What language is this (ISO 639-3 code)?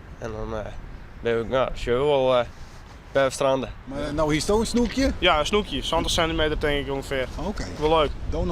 fry